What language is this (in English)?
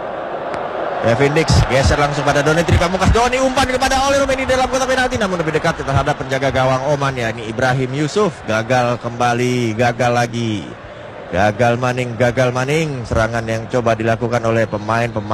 Indonesian